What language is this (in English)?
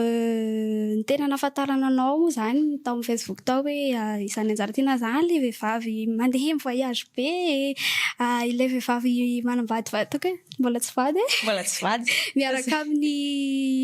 Malagasy